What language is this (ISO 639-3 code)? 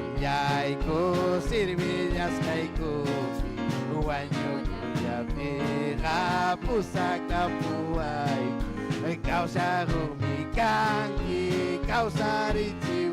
quy